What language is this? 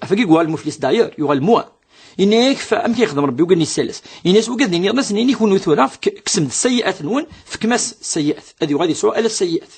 Kabyle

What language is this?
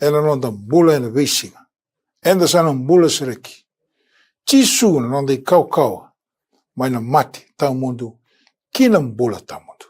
Fijian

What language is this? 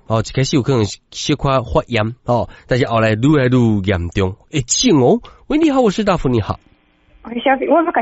Min Nan Chinese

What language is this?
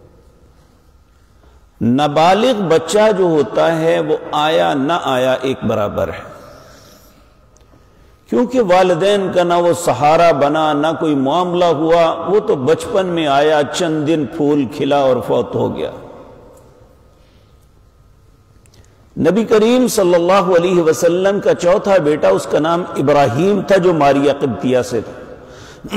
Urdu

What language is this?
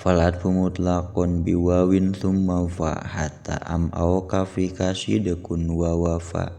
Sundanese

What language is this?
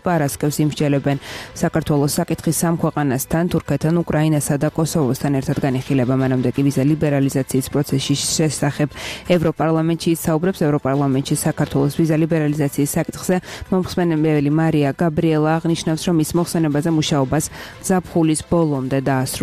Georgian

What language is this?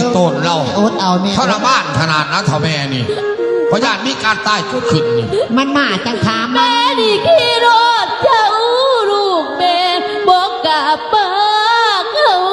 Lao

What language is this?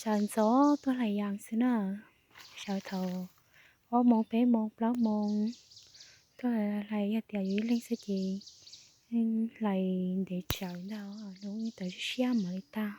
Hmong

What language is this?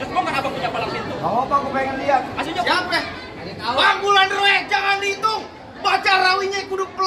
Betawi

